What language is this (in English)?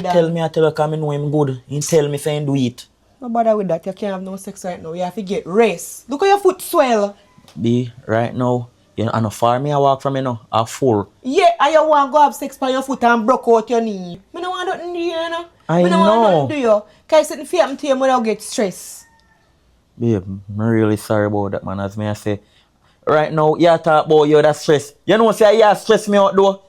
Jamaican Creole English